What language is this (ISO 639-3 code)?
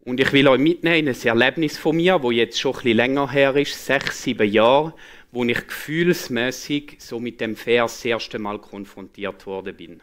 gsw